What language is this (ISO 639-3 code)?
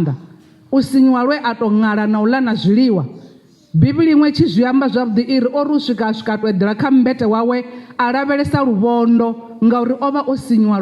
ven